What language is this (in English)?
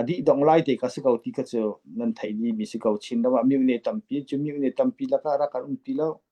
Falam Chin